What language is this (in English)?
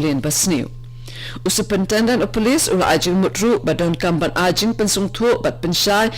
Khasi